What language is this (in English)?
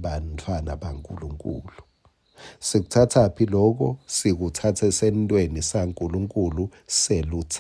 Swati